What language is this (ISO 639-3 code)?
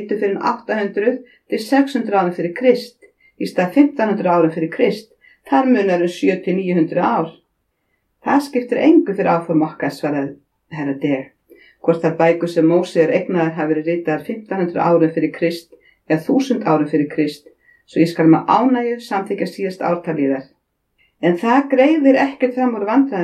isl